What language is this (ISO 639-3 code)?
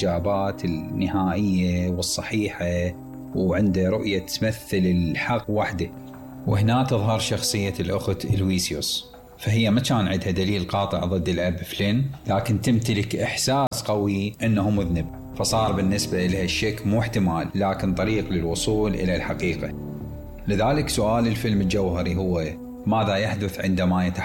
acm